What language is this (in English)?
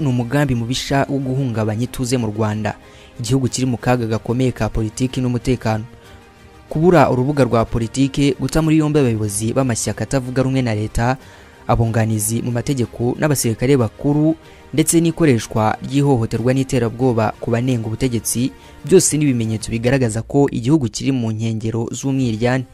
Kinyarwanda